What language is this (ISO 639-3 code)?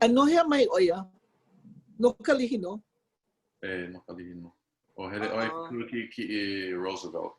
haw